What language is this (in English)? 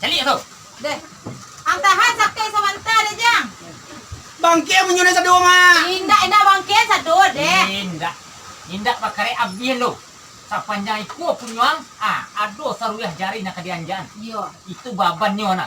Minangkabau